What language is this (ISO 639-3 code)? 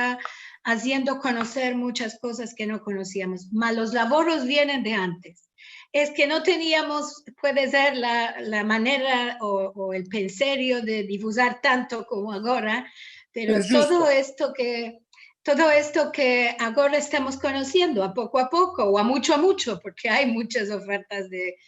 lad